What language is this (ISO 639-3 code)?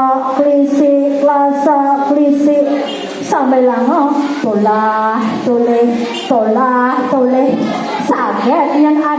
ban